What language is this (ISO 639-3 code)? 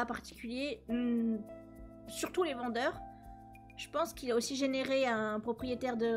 fra